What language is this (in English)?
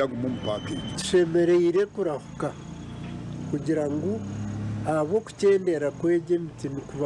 Nyankole